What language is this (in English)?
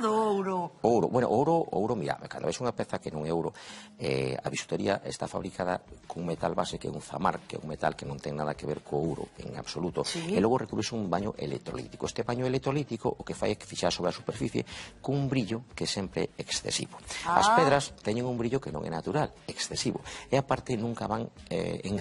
Galician